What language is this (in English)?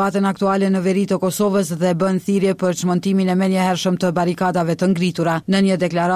Albanian